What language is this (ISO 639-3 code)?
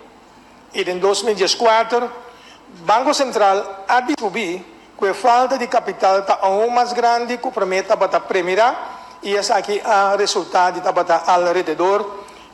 pap